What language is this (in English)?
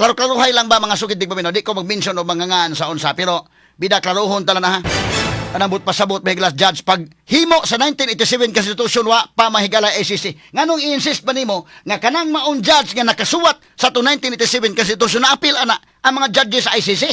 Cebuano